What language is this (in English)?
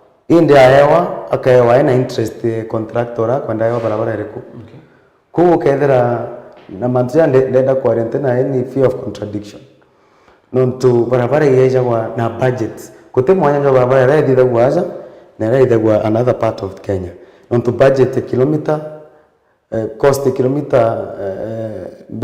Meru